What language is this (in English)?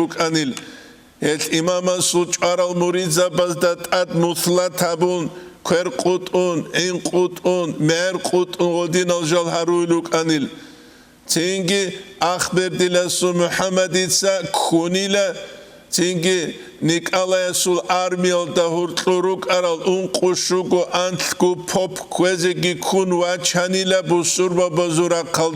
Avaric